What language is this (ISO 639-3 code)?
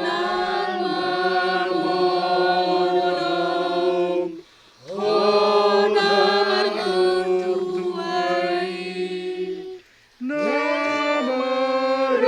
bbc